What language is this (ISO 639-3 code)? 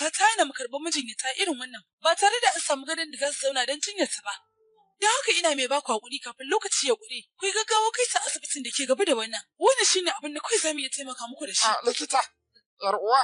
hau